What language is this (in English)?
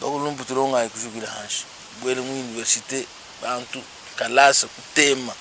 Luba-Lulua